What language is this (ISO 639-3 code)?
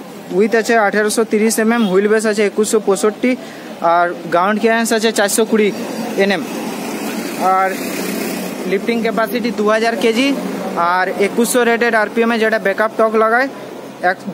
ben